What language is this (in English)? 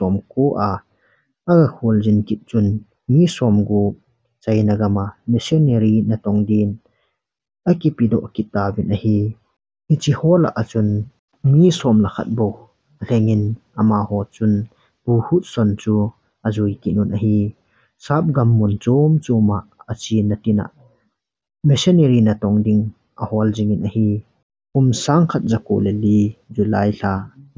Thado Chin